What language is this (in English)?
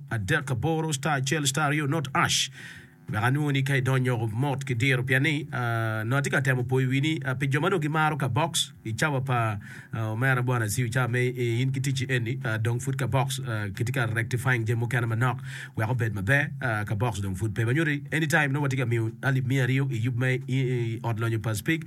Acoli